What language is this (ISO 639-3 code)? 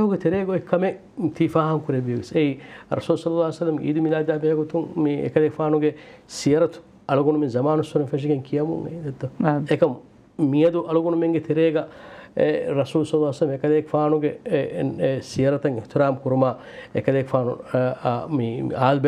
div